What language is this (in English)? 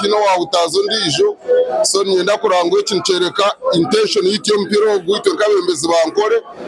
Nyankole